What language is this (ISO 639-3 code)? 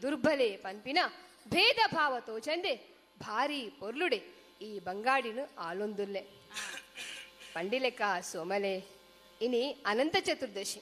tcy